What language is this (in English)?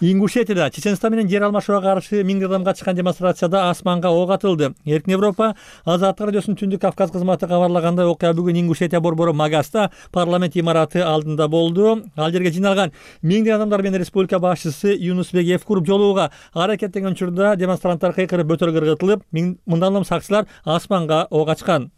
Kyrgyz